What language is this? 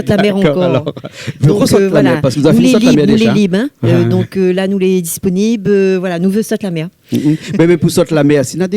Réunion Creole French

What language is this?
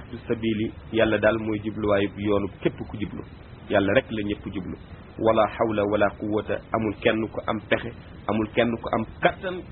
Wolof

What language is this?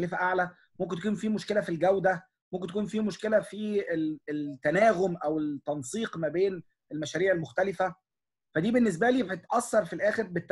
Egyptian Arabic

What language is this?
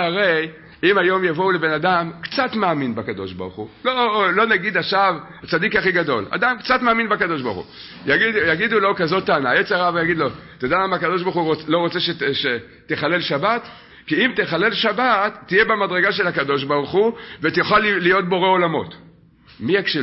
Hebrew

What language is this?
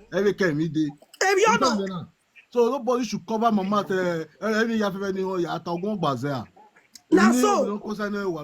Nigerian Pidgin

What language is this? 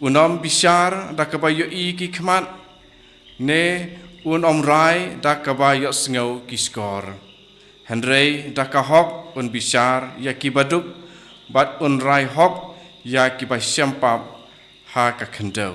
Khasi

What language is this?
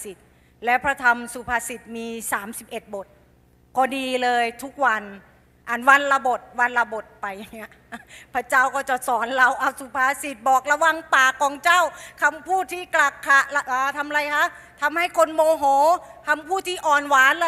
Thai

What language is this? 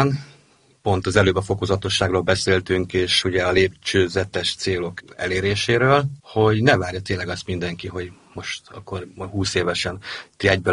Hungarian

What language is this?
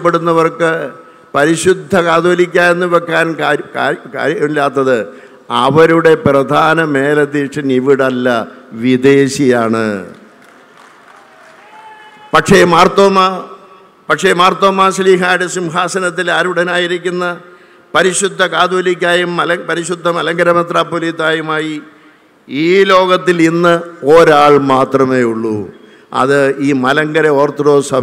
Malayalam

